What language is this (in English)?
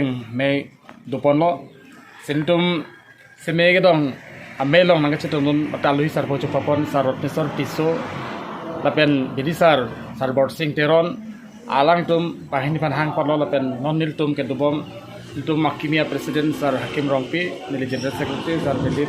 Karbi